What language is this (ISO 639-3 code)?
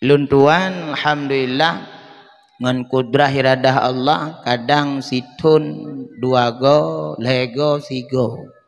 ace